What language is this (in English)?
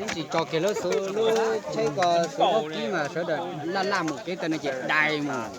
Hmong